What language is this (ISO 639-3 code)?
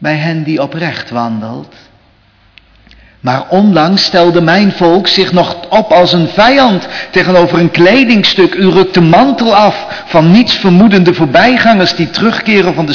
nld